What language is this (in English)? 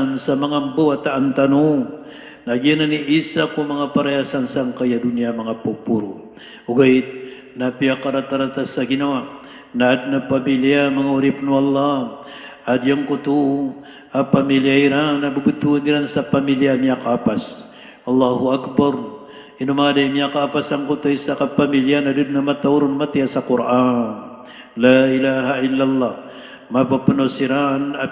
Maranao